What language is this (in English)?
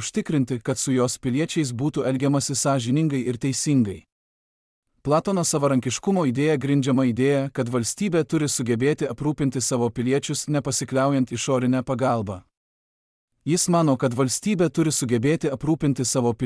Lithuanian